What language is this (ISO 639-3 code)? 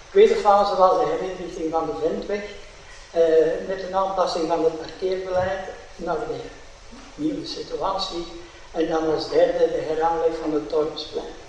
nld